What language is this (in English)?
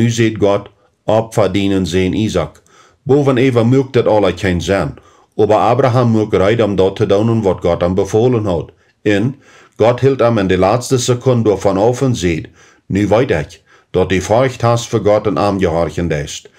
Plautdietsch